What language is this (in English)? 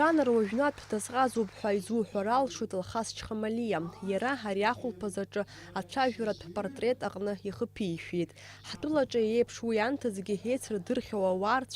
Abkhazian